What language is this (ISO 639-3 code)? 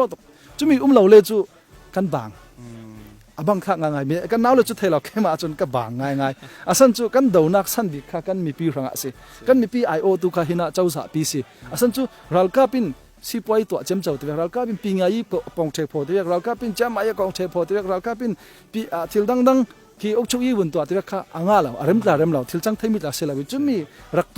cfm